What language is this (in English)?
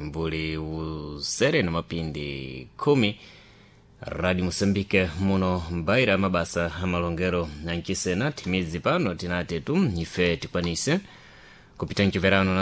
Sena